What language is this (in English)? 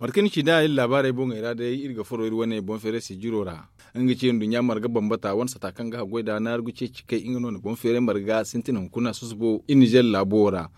Zarma